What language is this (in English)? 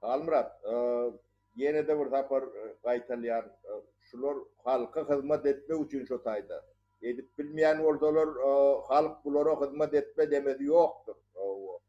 Turkmen